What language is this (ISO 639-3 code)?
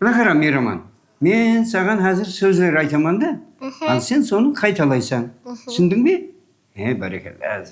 kaa